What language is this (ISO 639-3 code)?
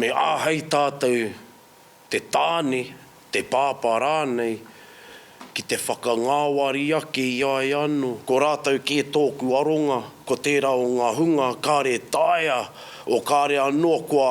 mri